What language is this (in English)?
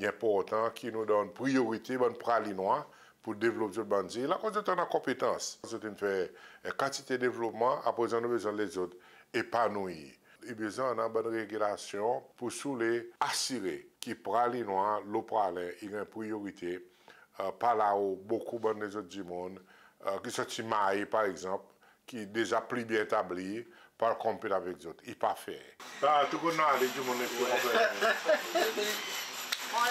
Seselwa Creole French